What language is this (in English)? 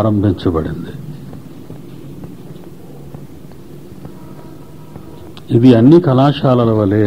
Telugu